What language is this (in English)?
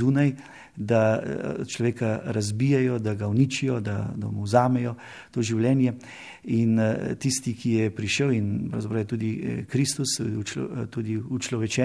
Slovenian